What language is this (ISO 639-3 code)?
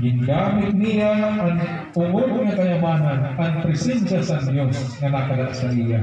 war